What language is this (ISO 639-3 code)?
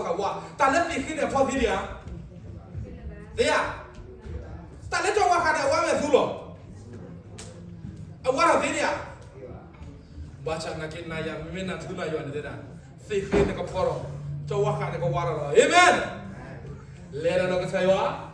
ksw